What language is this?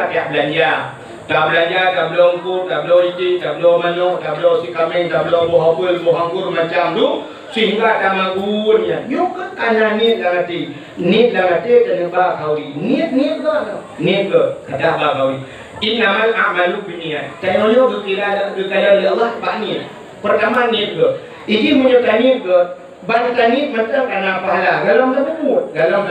Achinese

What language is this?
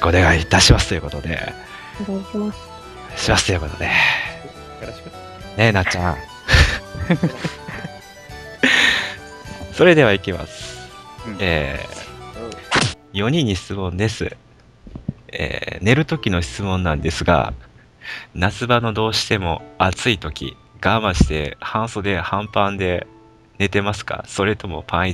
Japanese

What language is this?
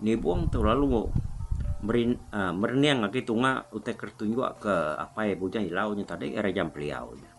Iban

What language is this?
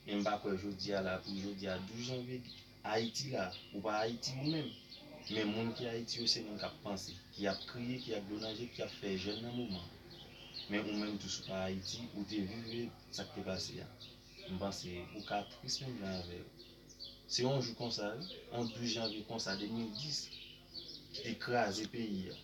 Haitian Creole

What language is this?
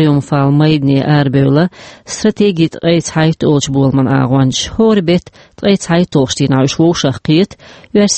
Chechen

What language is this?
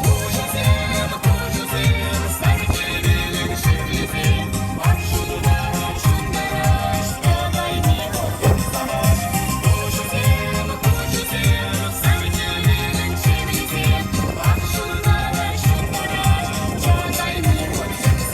Chuvash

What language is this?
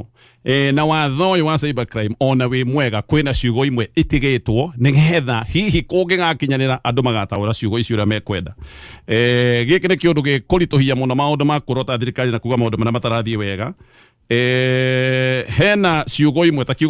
Kikuyu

